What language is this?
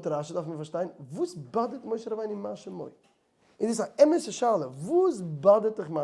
Yiddish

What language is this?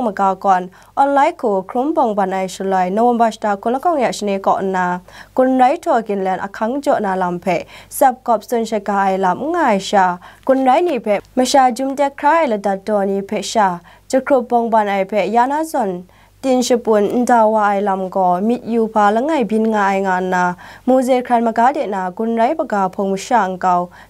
Kachin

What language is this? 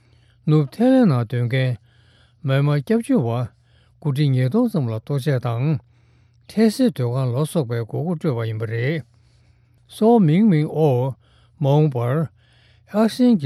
Tibetan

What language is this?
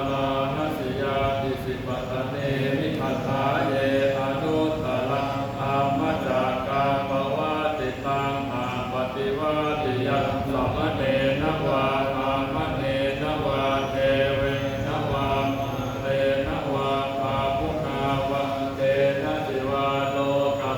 Pali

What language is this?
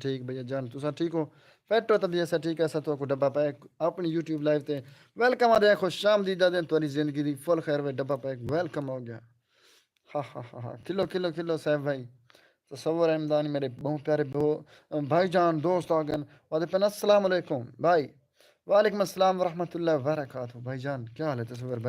Saraiki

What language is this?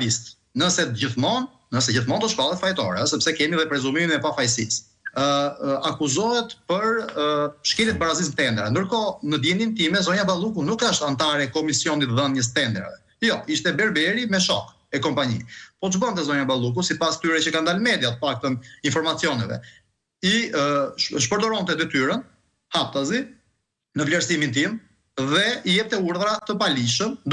Albanian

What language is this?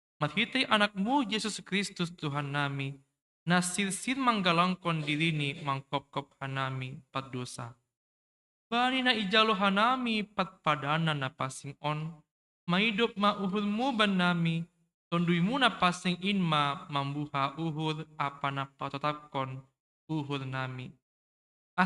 Batak Simalungun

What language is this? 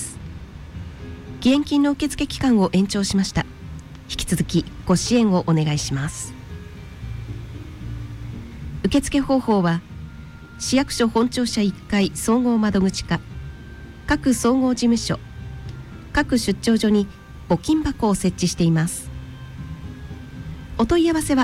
Japanese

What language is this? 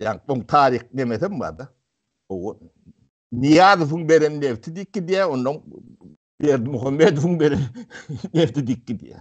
Turkmen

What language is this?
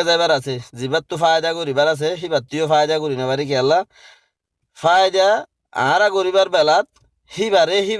Rohingya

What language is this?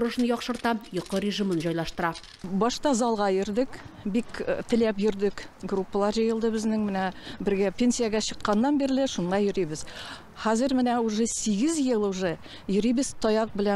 Tatar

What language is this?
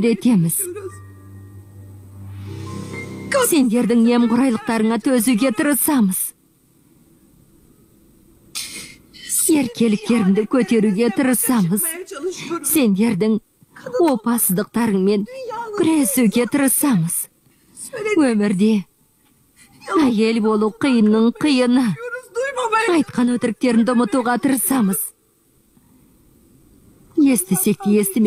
Kazakh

